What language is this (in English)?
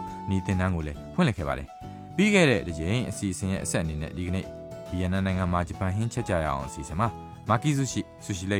Burmese